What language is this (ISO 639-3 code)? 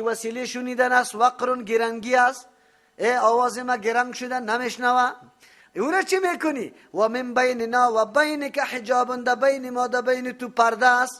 fas